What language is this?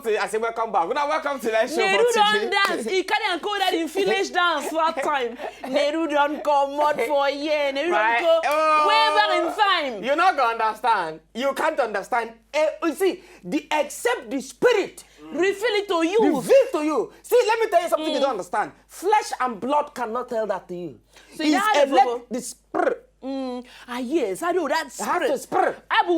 Nigerian Pidgin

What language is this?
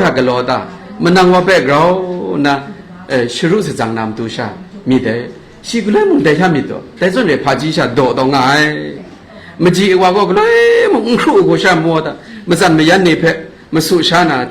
Kachin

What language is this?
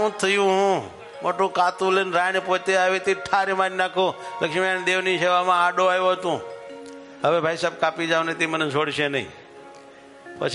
Gujarati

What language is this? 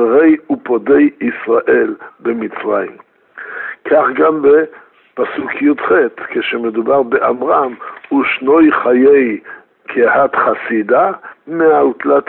Hebrew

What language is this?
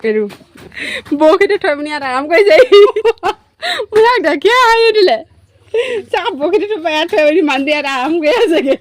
Assamese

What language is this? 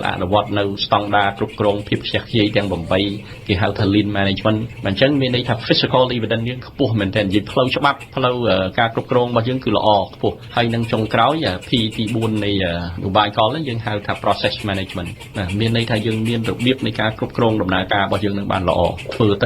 Khmer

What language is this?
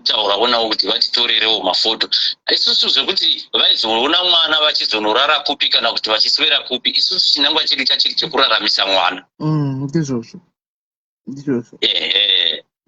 Shona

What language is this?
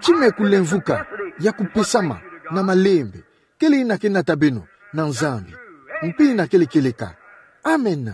Kituba (Democratic Republic of Congo)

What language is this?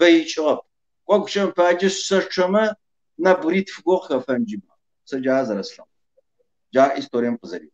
Kabardian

